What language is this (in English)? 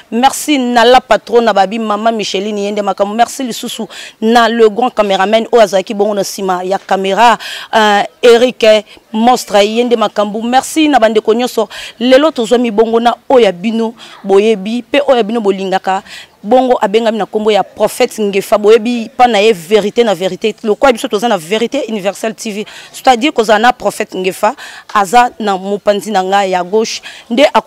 Lingala